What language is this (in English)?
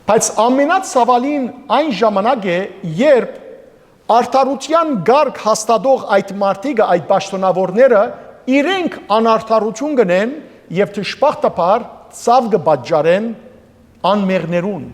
Western Armenian